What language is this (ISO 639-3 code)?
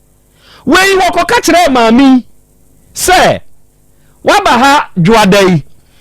aka